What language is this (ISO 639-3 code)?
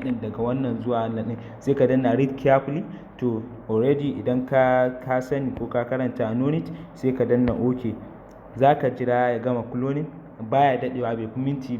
hau